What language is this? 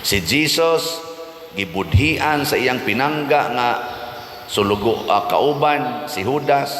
Cebuano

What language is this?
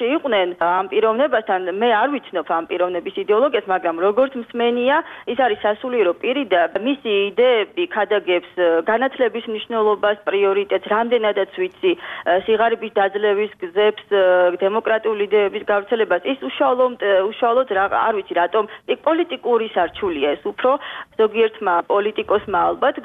Georgian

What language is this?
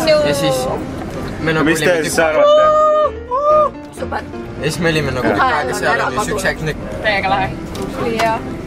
Estonian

